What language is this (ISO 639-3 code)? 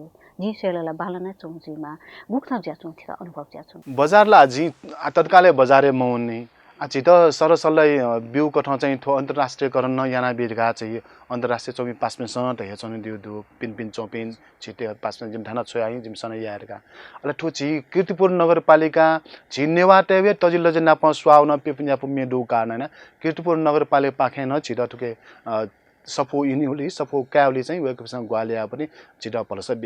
new